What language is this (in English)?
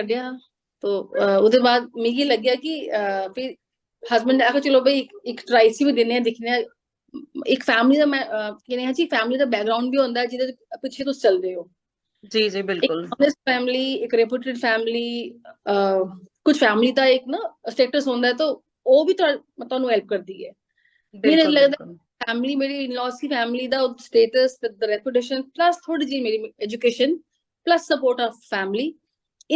Dogri